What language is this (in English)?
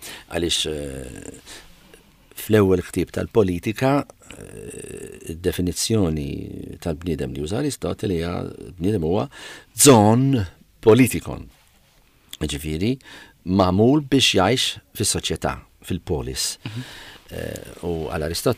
Maltese